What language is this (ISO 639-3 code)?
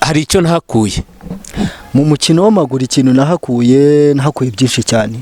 kin